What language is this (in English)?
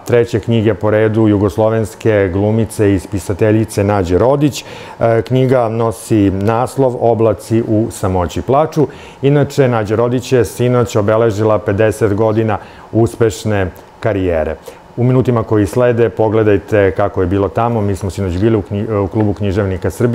Serbian